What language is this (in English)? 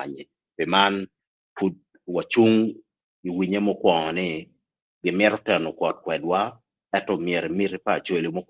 Acoli